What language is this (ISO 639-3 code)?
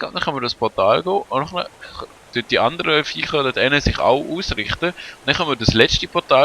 gsw